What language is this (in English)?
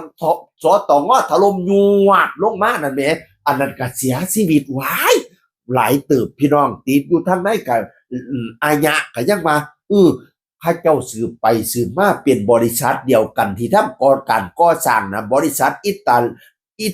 Northeastern Thai